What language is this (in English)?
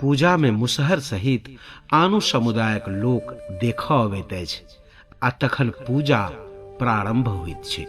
Maithili